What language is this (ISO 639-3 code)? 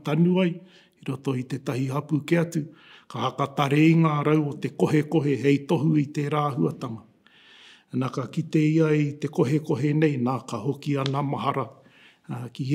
mri